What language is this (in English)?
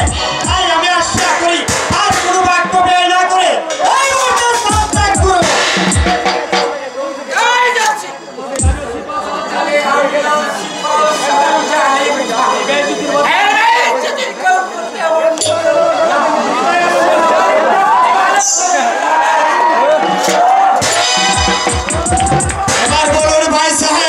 Bangla